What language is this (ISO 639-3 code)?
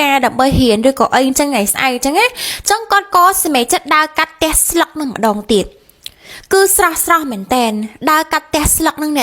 khm